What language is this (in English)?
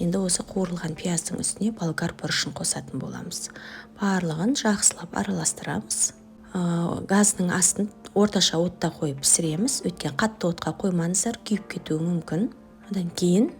Kazakh